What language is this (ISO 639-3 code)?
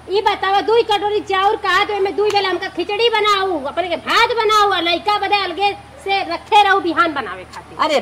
awa